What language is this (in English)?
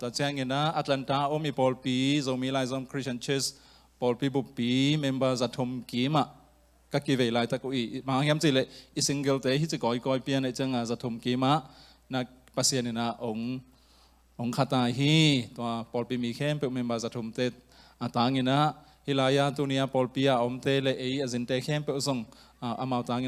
Tedim Chin